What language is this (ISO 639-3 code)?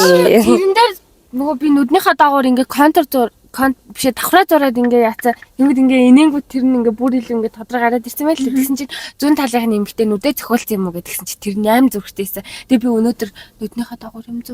mon